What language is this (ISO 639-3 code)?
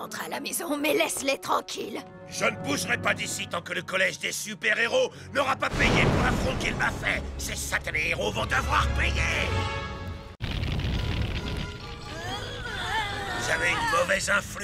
fra